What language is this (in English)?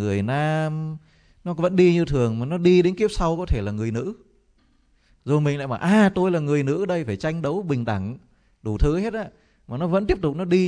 Vietnamese